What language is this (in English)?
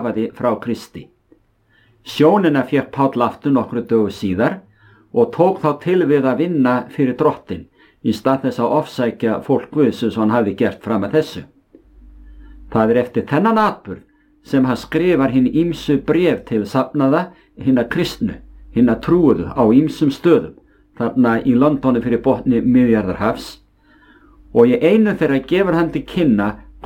Icelandic